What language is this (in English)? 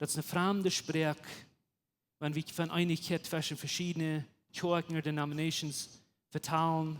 Plautdietsch